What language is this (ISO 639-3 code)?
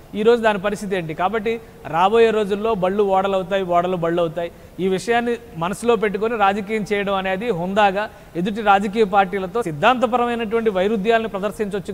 tel